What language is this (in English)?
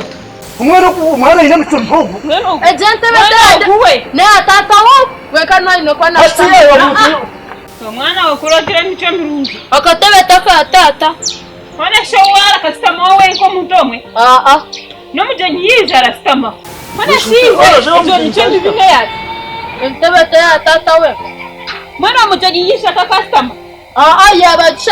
Nyankole